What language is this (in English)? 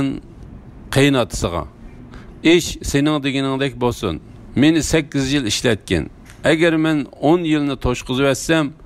Uyghur